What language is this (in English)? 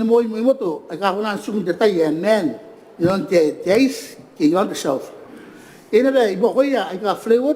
Gilbertese